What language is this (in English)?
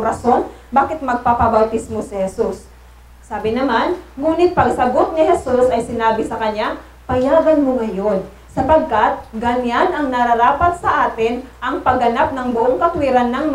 Filipino